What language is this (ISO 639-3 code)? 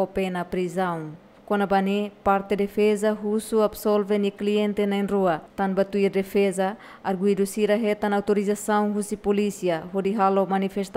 tet